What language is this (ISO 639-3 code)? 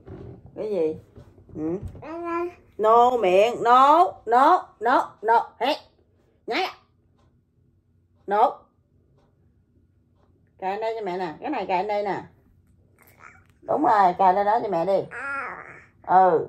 vie